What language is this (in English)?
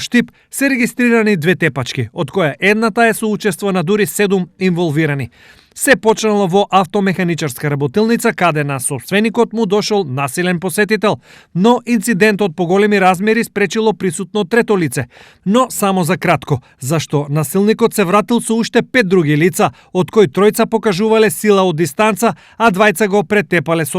Macedonian